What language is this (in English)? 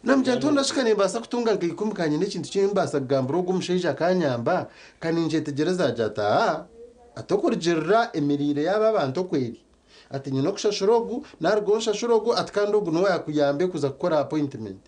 Nyankole